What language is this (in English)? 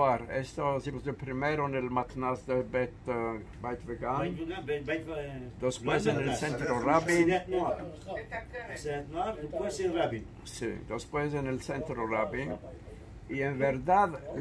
Ladino